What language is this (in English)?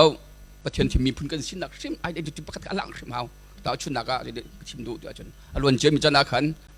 Hakha Chin